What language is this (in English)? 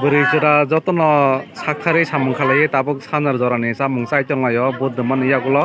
Kok Borok